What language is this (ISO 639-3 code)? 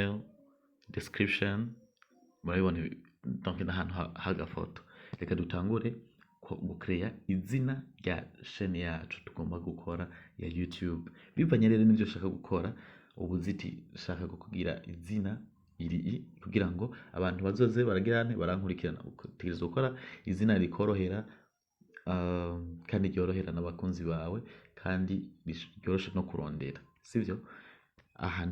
run